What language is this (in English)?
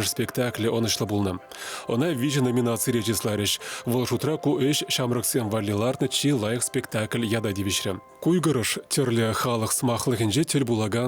Chuvash